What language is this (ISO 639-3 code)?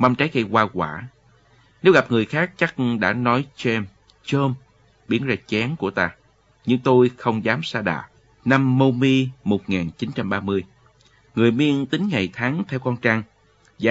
vie